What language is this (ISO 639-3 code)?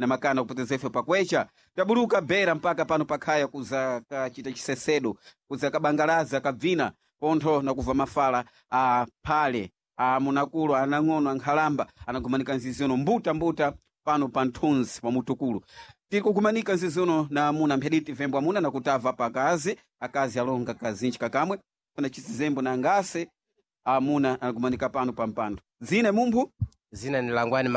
seh